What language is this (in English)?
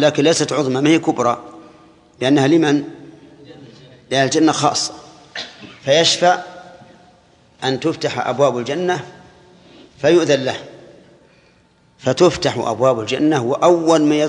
Arabic